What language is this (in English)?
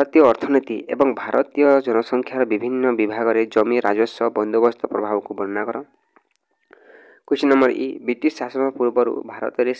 Odia